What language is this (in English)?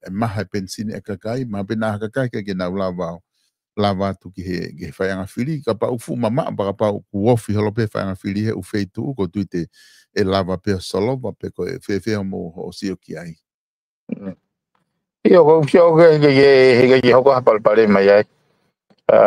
Tongan